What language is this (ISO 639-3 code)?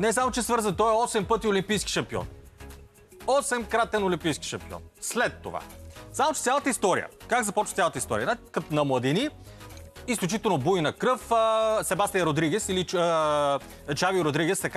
bul